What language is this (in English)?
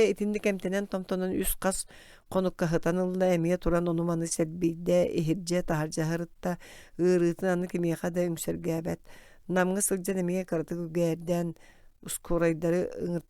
Yakut